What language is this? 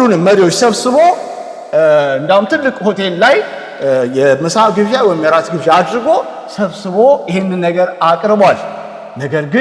Amharic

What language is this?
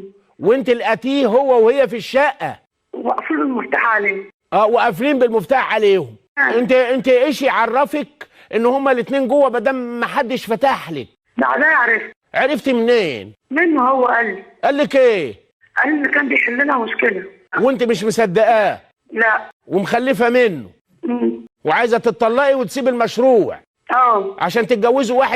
Egyptian Arabic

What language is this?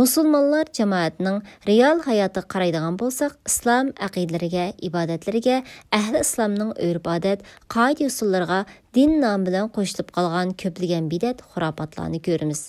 Uyghur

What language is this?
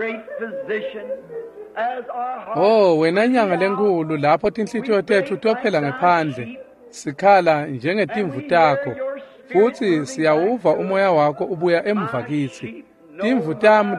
Swati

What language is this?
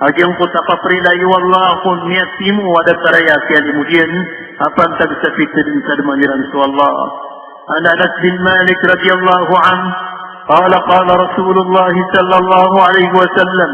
Maranao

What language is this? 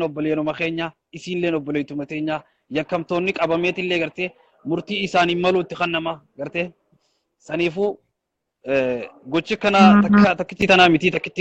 Oromo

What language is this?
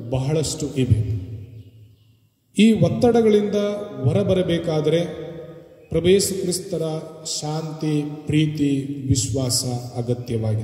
Kannada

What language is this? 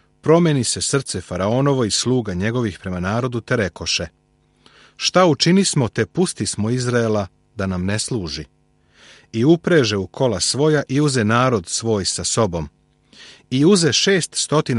Serbian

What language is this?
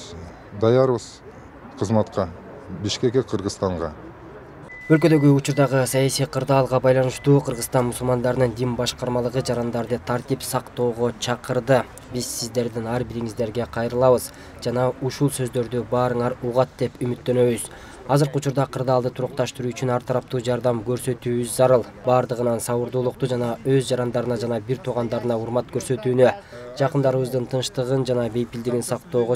Kyrgyz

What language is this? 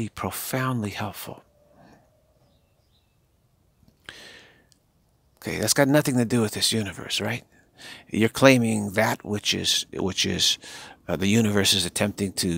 English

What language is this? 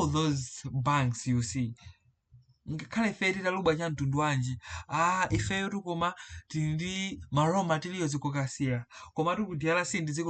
Nyanja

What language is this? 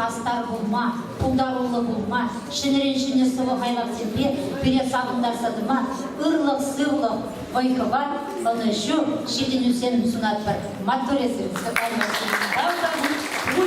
Chuvash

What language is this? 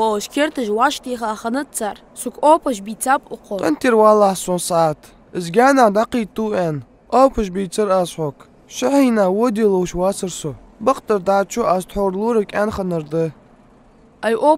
Ingush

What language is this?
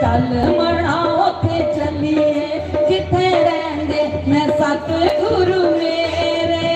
Dogri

